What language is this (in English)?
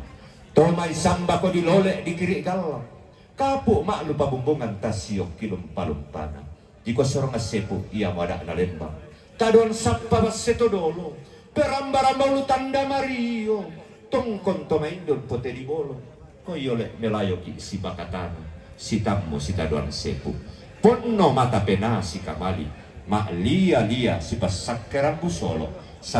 Toraja-Sa'dan